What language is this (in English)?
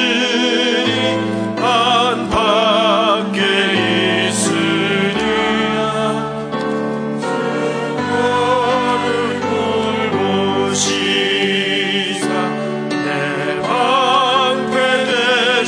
Korean